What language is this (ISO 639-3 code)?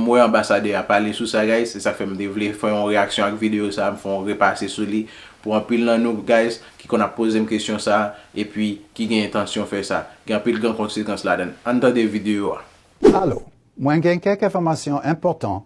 hat